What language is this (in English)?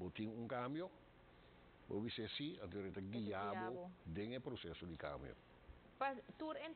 Papiamento